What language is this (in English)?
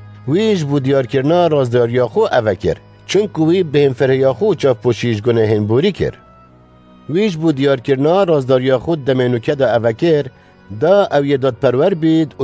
Kurdish